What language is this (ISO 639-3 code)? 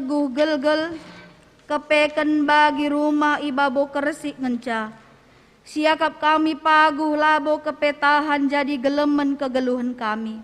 btx